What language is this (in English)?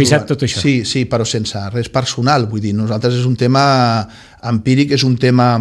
Catalan